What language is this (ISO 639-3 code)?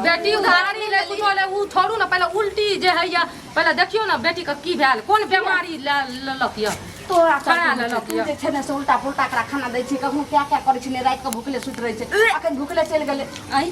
mai